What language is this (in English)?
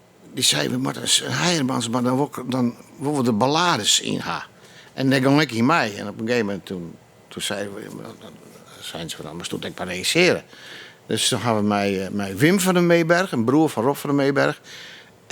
Western Frisian